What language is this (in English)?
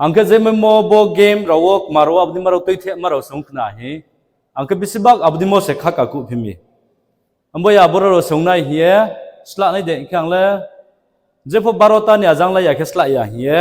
Riang (India)